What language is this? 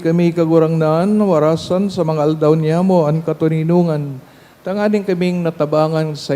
Bikol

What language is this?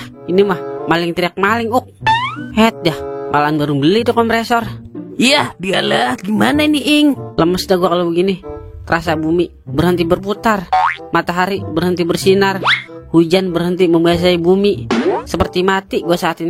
Betawi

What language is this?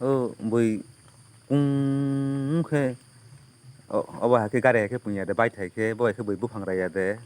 Kok Borok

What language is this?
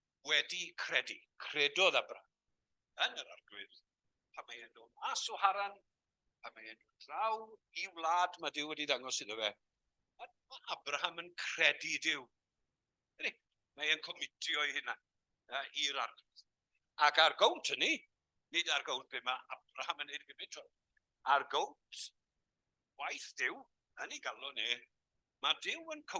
Welsh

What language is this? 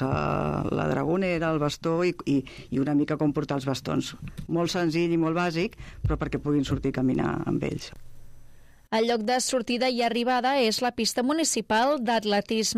Catalan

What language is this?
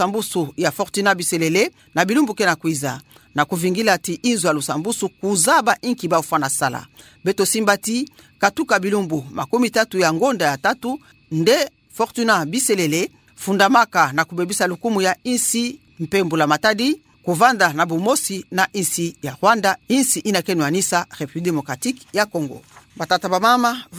Kituba (Democratic Republic of Congo)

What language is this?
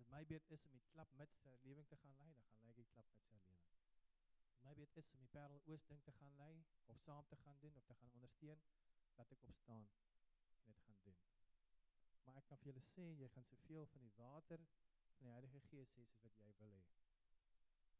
Afrikaans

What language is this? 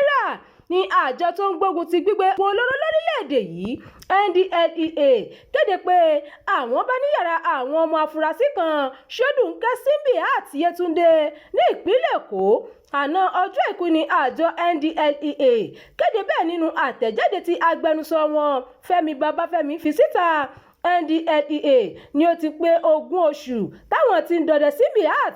Yoruba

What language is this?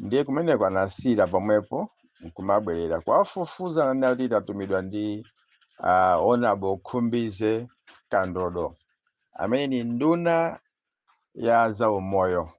Nyanja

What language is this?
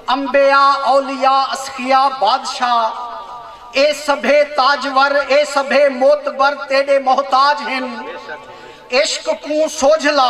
Saraiki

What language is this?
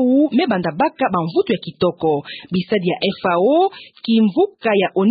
Kituba (Democratic Republic of Congo)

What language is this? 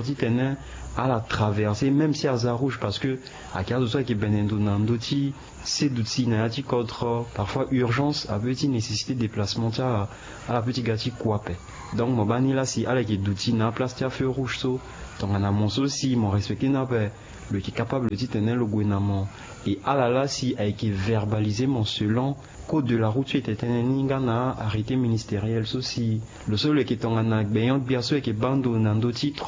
Sango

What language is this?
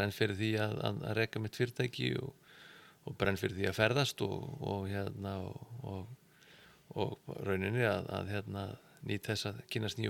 Icelandic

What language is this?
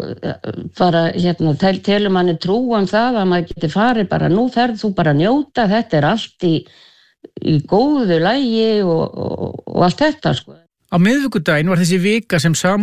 Icelandic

